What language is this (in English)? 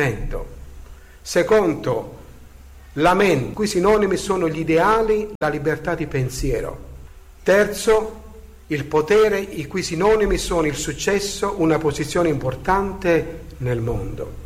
Italian